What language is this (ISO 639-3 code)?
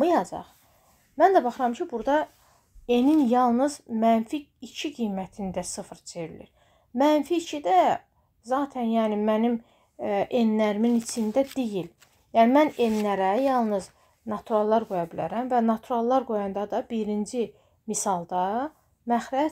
aze